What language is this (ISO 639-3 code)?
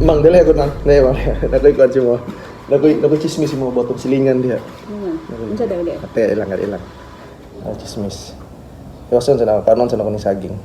ceb